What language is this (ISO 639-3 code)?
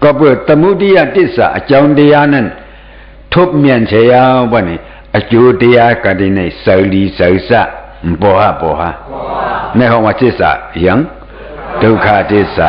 shn